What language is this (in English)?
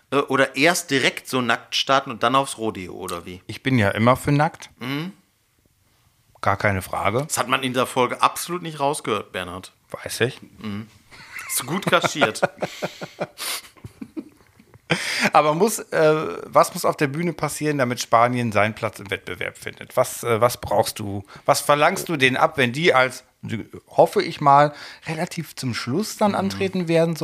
German